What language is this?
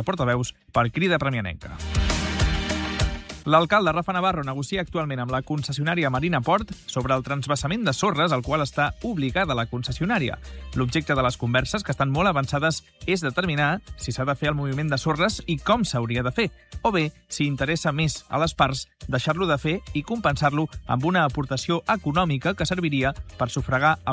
Catalan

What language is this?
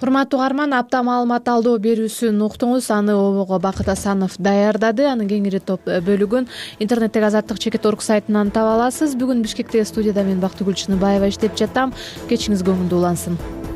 Kyrgyz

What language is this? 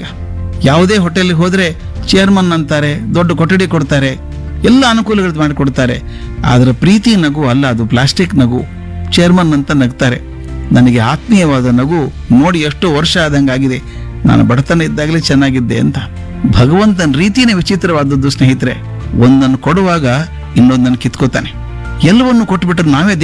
Kannada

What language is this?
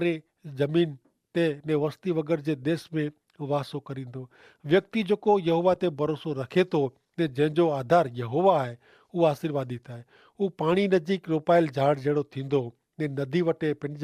Kachhi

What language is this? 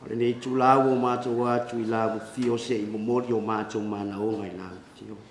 Samoan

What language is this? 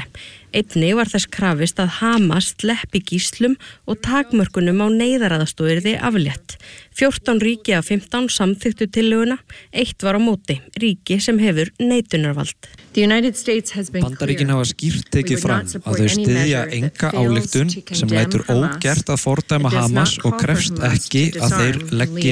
Icelandic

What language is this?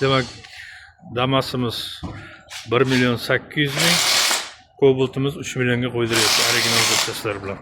Uzbek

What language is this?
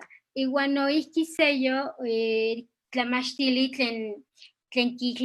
Eastern Huasteca Nahuatl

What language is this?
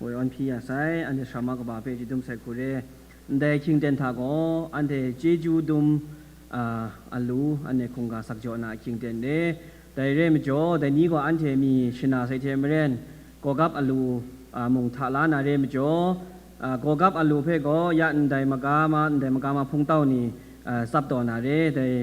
Kachin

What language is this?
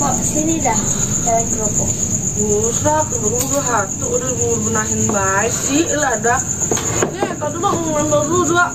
Betawi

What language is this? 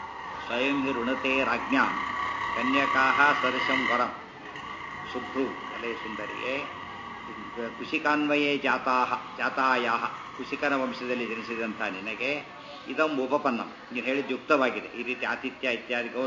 Kannada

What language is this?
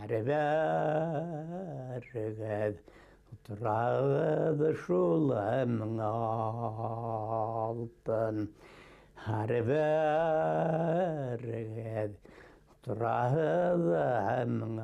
Bashkir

